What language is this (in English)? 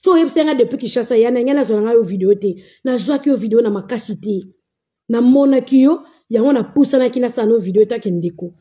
Lingala